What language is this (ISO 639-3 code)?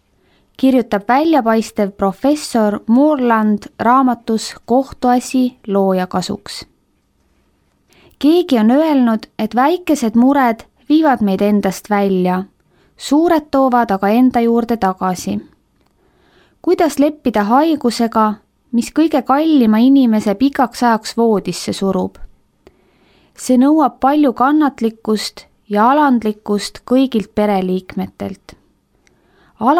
est